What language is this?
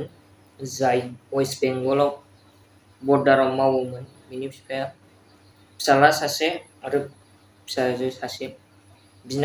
Bodo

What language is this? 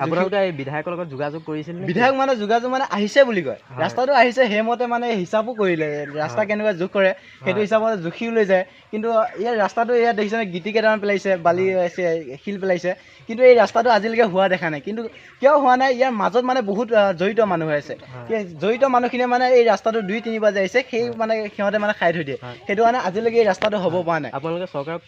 Assamese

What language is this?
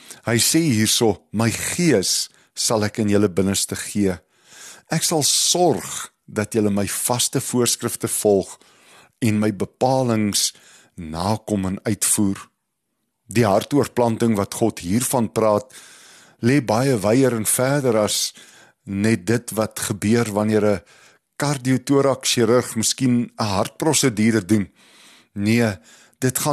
Afrikaans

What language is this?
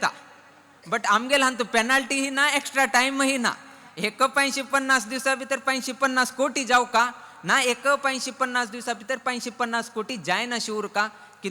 Konkani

